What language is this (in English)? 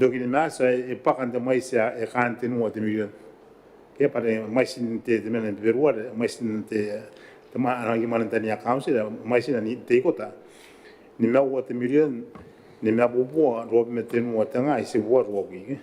Gilbertese